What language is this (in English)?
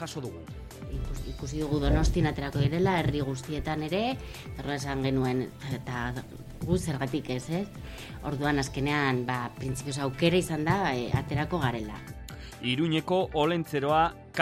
Basque